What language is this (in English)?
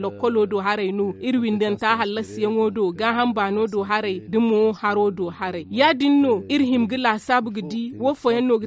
Zarma